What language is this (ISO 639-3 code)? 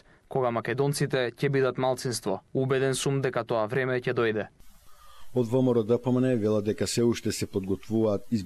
mkd